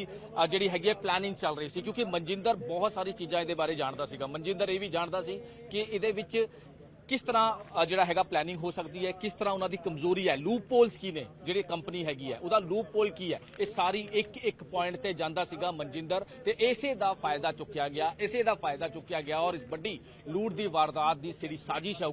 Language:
Punjabi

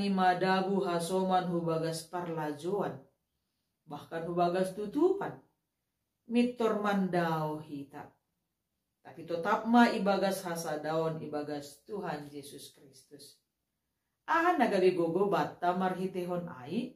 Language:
Batak Simalungun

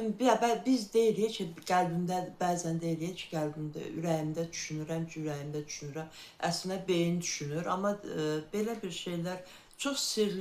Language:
Azerbaijani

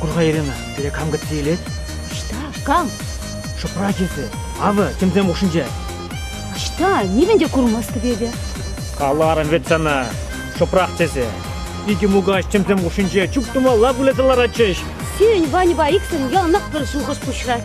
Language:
Chuvash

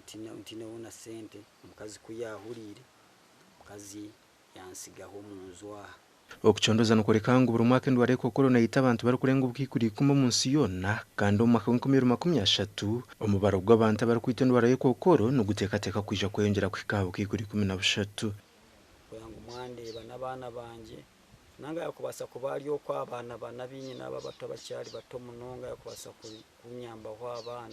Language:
Nyankole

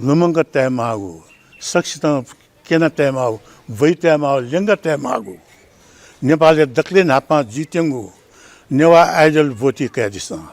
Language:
Newari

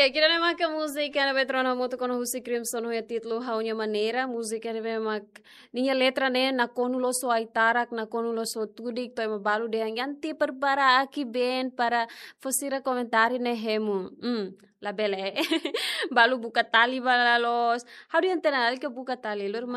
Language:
Tetum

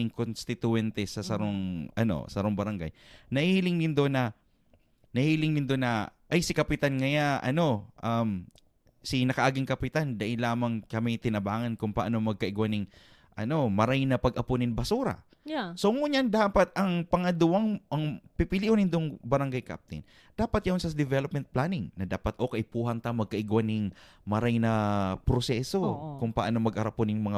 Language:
Bikol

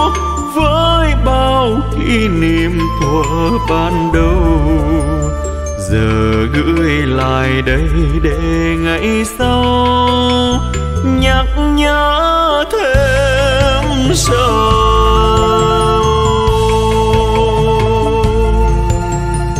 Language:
Vietnamese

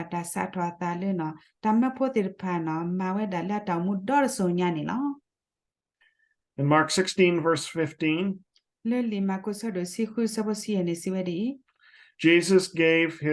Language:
S'gaw Karen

